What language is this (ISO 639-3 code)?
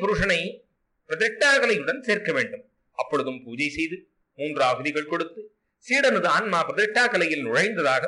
tam